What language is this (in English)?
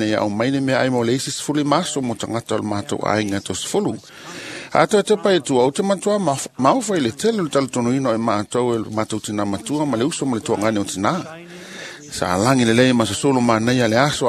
Samoan